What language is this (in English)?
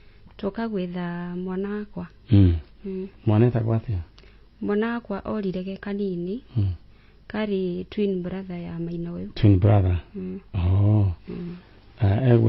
Kikuyu